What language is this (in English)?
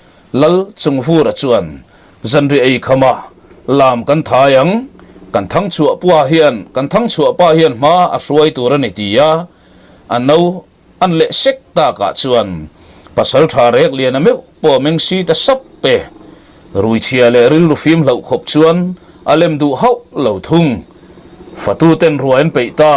Mizo